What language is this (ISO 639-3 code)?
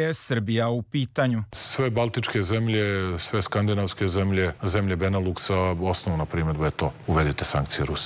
srp